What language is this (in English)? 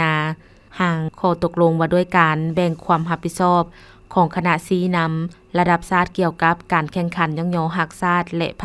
Lao